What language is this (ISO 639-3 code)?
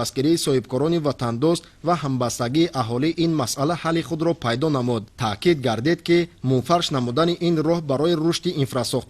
tgk